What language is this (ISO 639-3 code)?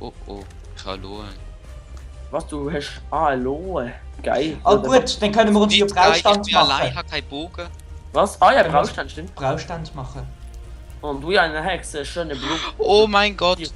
gsw